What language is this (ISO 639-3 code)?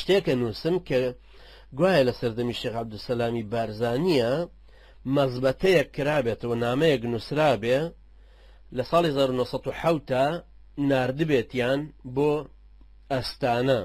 ckb